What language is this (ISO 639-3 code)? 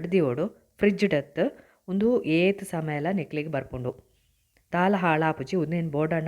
tcy